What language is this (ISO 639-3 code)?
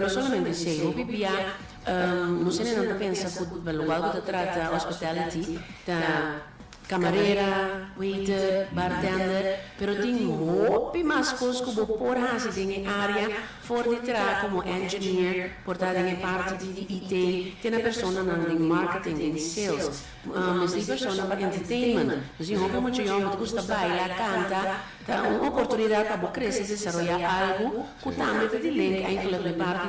pap